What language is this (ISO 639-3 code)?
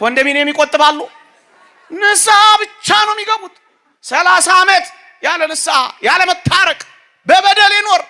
amh